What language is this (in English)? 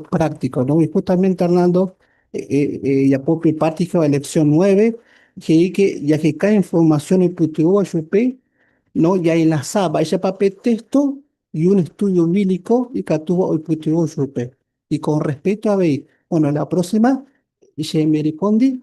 Guarani